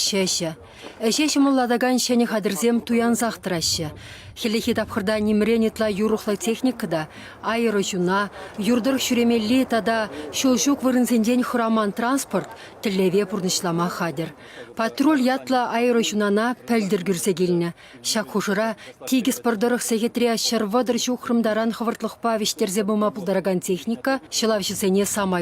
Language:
Chuvash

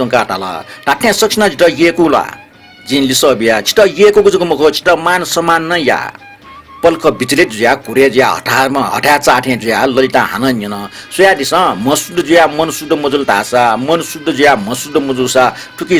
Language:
Newari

